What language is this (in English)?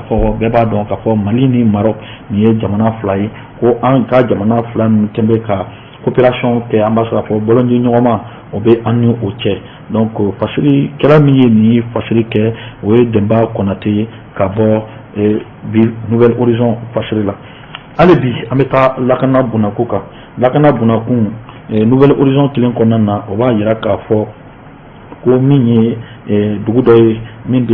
Bambara